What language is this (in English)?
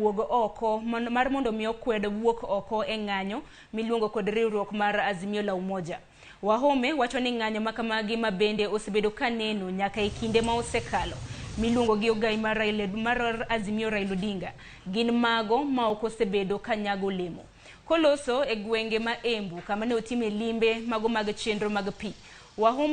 Luo (Kenya and Tanzania)